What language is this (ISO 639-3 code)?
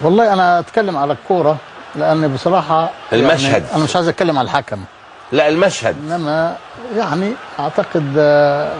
arz